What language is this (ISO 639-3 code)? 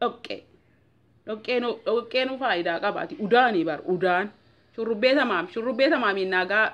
orm